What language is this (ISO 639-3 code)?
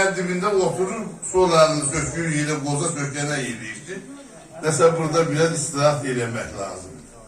azb